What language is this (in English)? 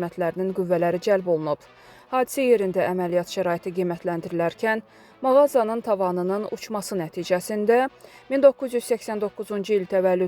Azerbaijani